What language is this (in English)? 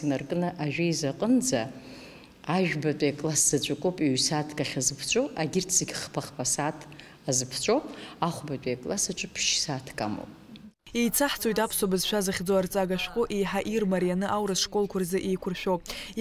Abkhazian